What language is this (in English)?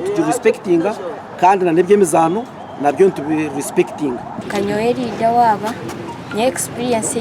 Nyankole